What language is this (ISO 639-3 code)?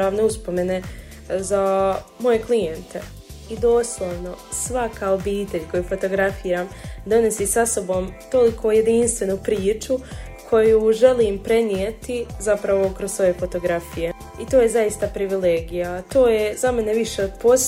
hrv